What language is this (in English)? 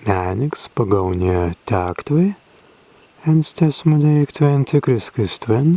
Prussian